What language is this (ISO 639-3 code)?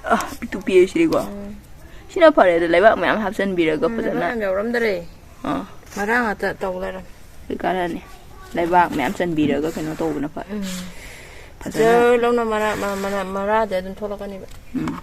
mni